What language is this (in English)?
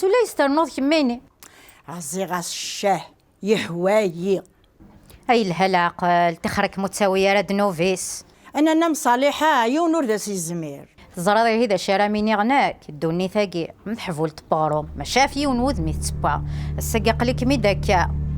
Kabyle